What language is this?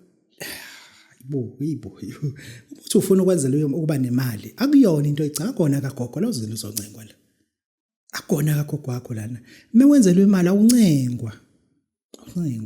Zulu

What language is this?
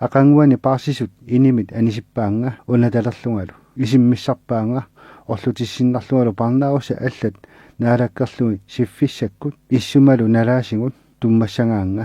Kalaallisut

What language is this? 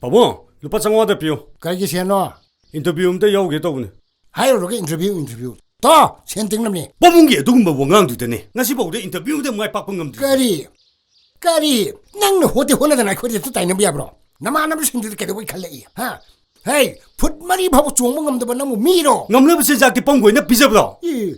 Manipuri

